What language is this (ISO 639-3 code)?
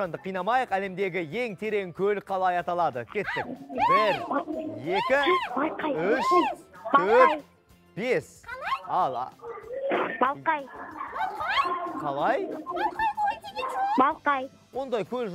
kaz